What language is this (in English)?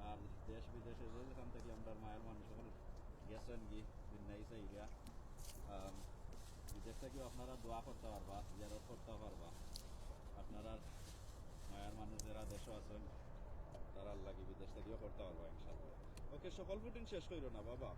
Sylheti